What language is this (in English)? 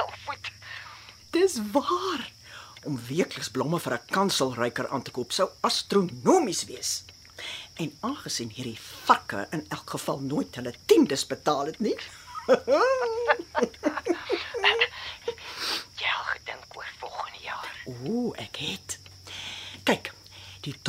Afrikaans